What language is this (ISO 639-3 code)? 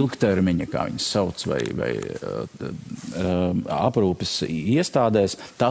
lav